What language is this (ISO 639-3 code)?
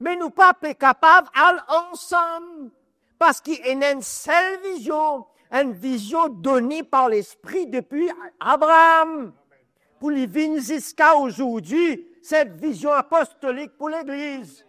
mfe